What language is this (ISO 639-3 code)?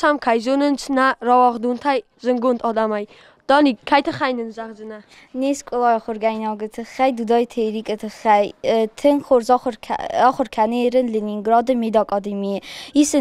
oss